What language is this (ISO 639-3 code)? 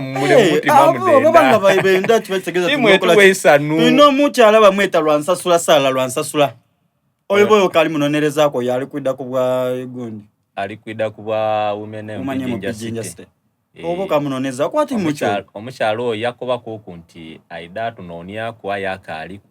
xog